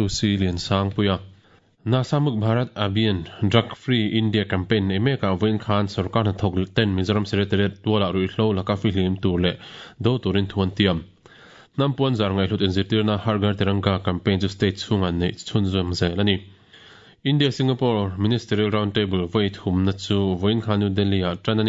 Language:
Mizo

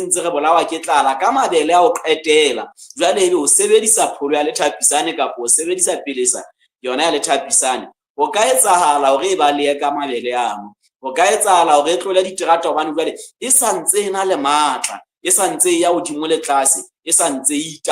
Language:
Southern Sotho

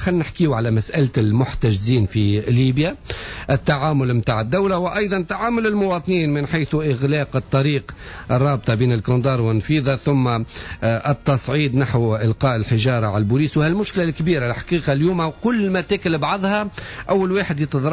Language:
Tunisian Arabic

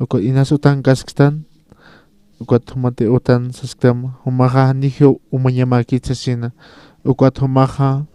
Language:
Aymara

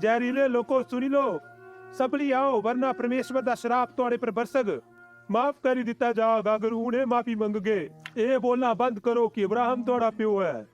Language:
Dogri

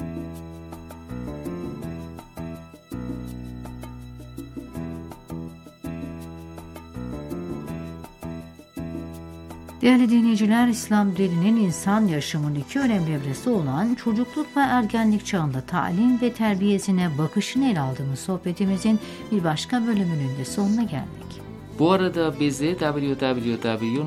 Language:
Turkish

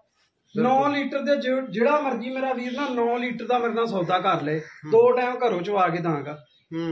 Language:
Punjabi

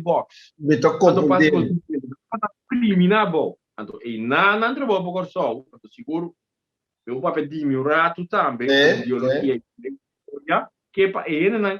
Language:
Papiamento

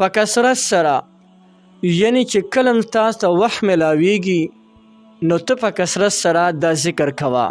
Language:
Pashto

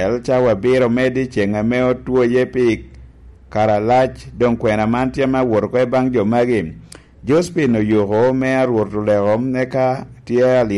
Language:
Lango (Uganda)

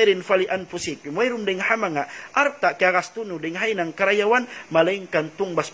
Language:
Tausug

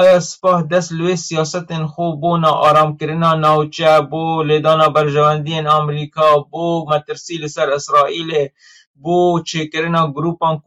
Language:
Kurdish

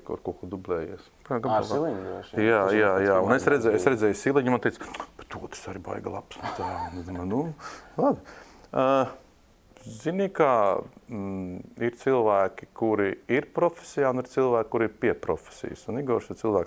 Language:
Latvian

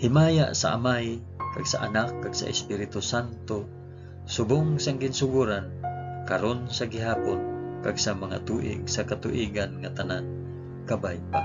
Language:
Hiligaynon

